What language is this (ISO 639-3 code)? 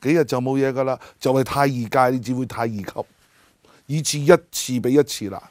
yue